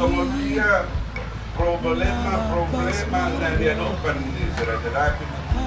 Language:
Batak Toba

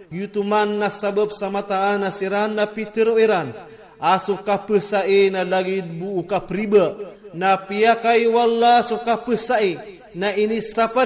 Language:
Iranun (Philippines)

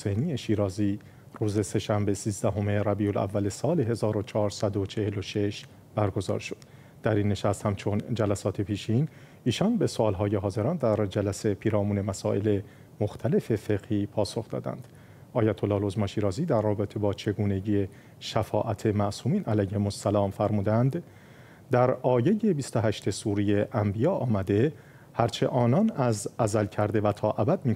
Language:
Persian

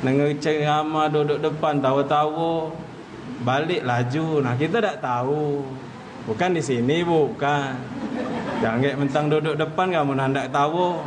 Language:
Musi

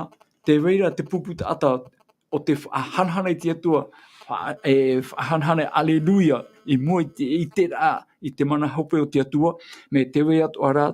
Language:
Tahitian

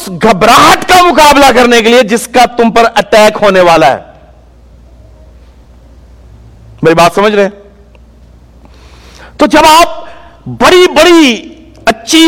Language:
Urdu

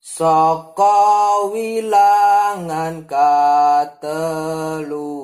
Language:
Javanese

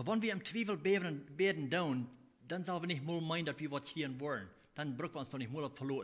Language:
Plautdietsch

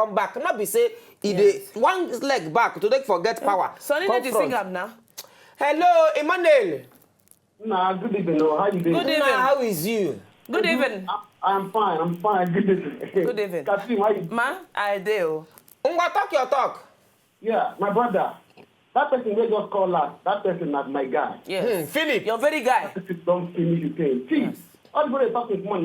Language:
Nigerian Pidgin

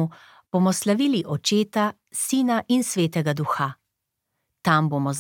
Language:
Slovenian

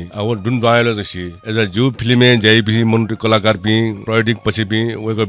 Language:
Newari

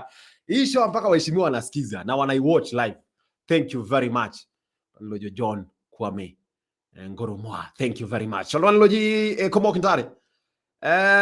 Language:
Masai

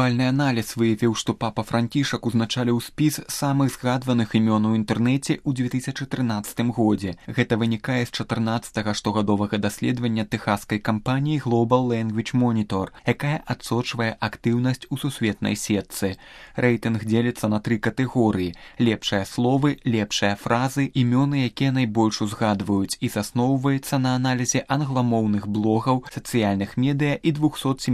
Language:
Belarusian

